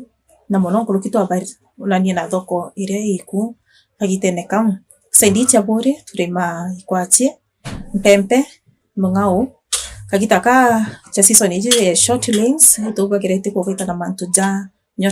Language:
Meru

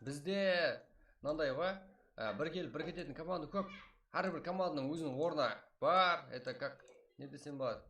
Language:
Kara-Kalpak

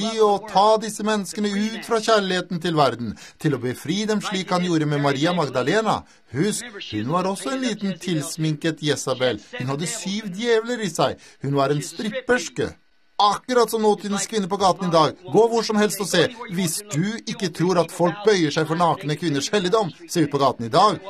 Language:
Norwegian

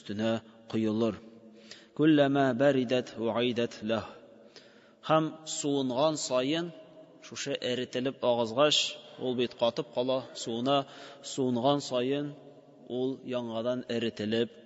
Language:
Tatar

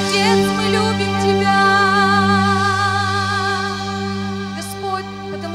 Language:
Russian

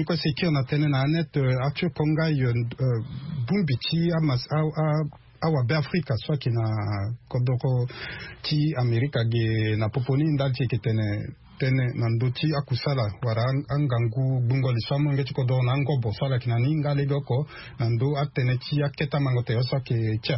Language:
Sango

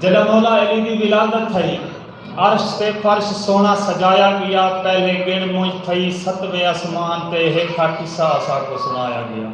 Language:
Saraiki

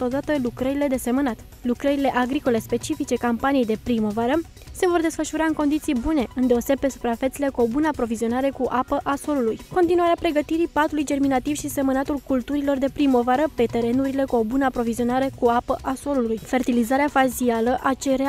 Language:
Romanian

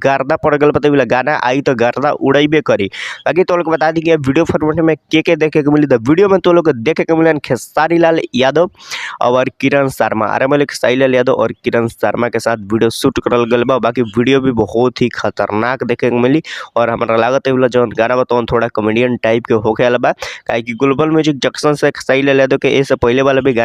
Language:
Bhojpuri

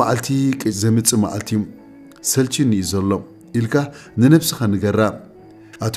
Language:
Tigrinya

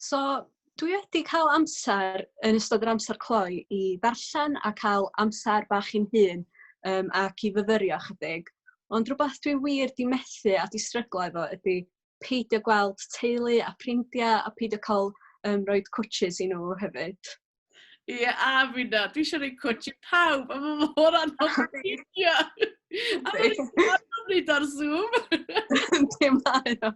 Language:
Welsh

